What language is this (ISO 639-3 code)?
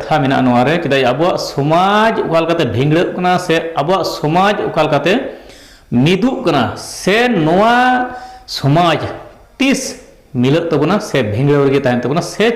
sat